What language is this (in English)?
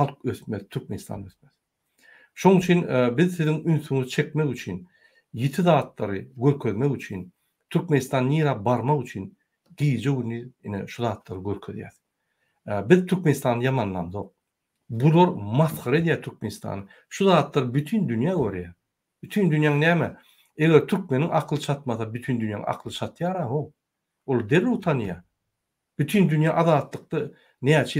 Turkmen